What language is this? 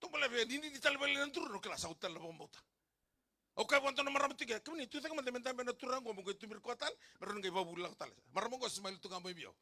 Fijian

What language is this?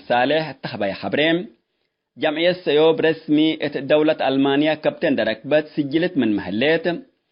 Tigre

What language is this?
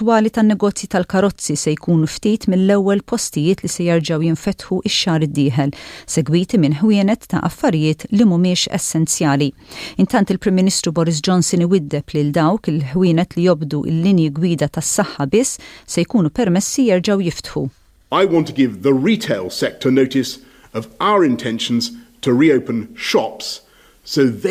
Maltese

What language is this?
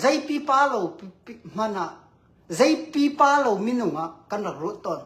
Hakha Chin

